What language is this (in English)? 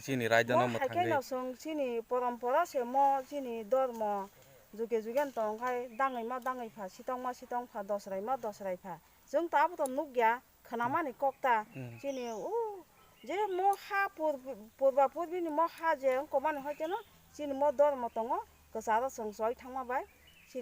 Kok Borok